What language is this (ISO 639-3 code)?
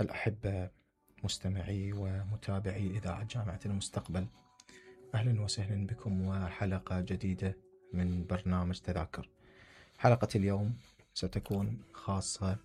acm